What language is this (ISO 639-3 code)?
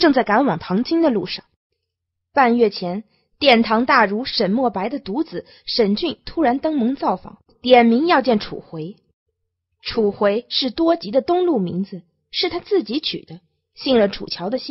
zho